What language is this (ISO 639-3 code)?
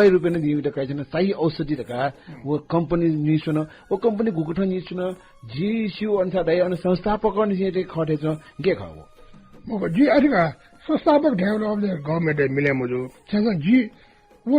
new